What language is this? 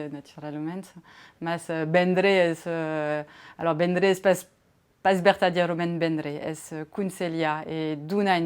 Occitan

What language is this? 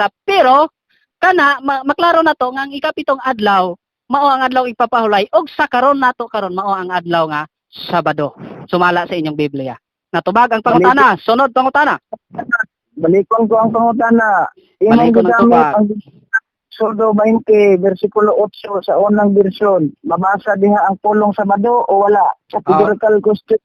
Cebuano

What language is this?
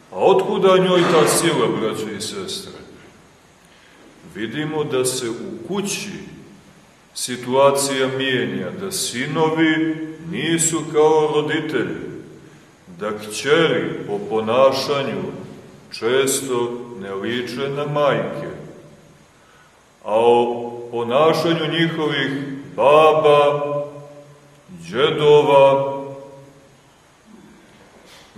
Serbian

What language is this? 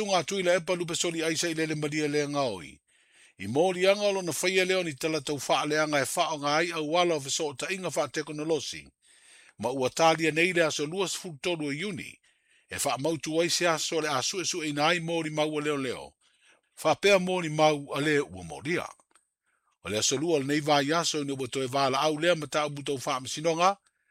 Samoan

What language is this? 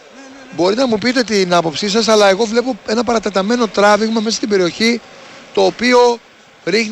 Greek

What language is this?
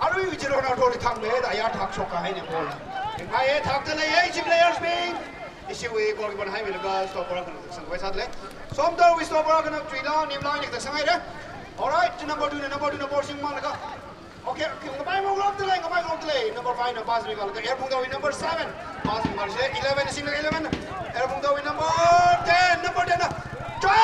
Tangkhul Naga (India)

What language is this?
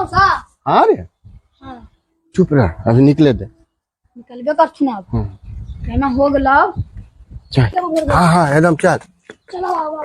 Magahi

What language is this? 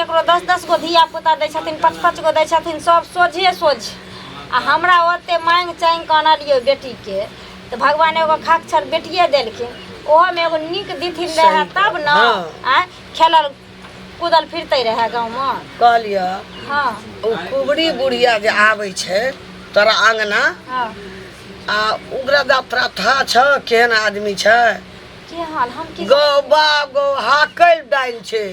Maithili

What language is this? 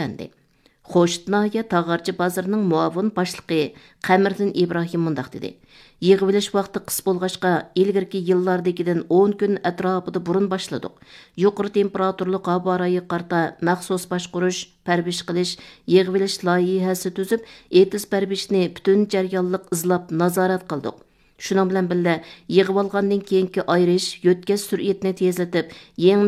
Uyghur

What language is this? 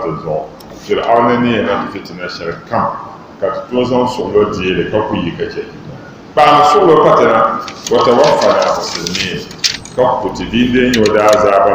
Dagbani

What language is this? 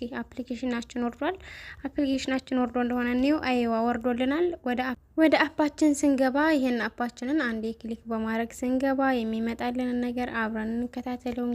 Amharic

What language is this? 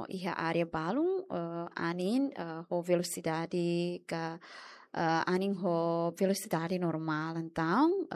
Tetum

